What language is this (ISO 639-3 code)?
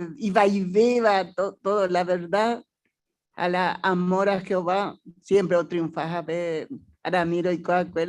grn